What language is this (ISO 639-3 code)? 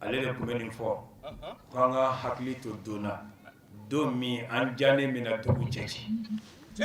bam